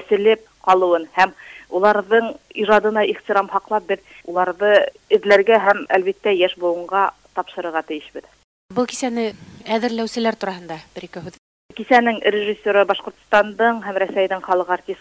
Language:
Bashkir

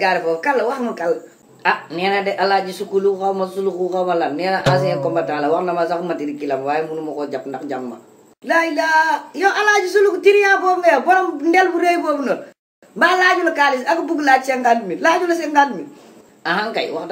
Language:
Wolof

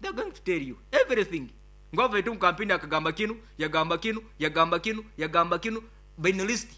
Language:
Nyoro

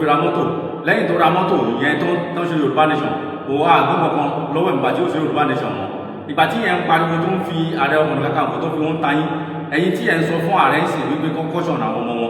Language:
Yoruba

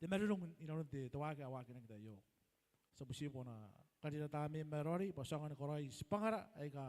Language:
Gilbertese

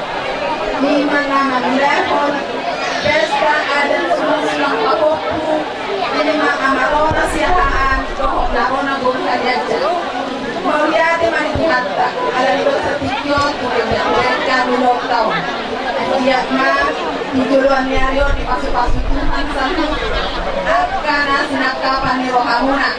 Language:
Batak Toba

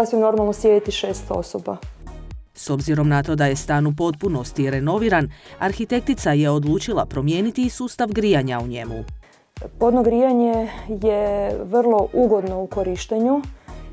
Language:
Croatian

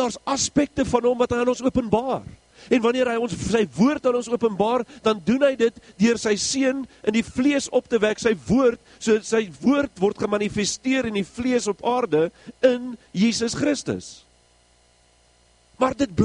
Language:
Afrikaans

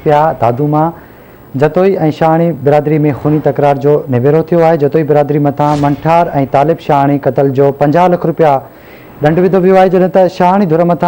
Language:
Sindhi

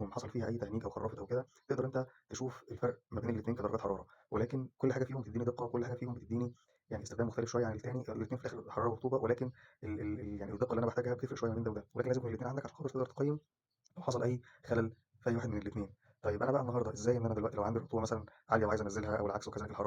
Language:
Egyptian Arabic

